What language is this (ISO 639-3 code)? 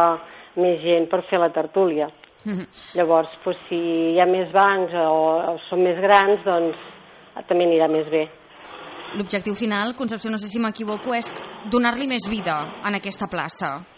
cat